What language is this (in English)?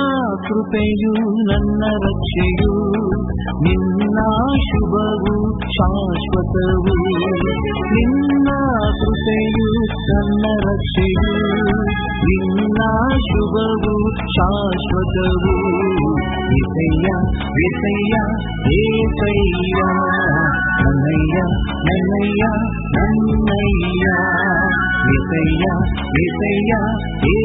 Kannada